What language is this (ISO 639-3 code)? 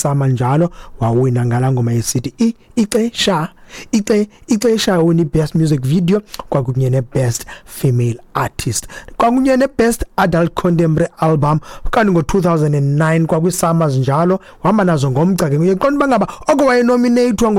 xho